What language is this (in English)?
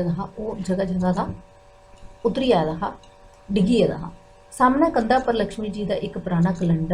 Dogri